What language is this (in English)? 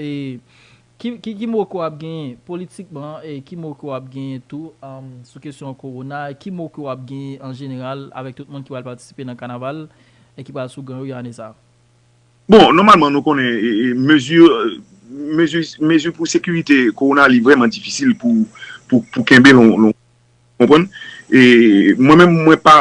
Haitian Creole